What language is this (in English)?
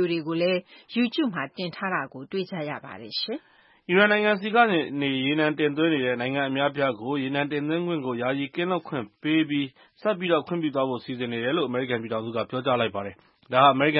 Burmese